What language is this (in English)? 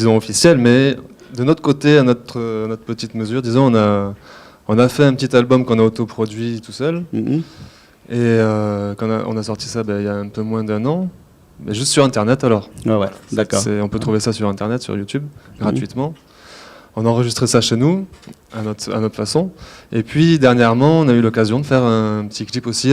Réunion Creole French